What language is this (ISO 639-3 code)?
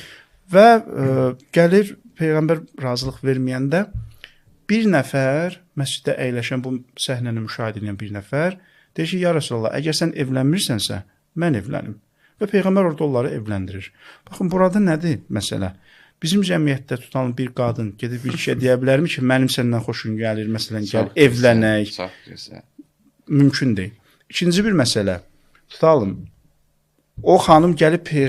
aze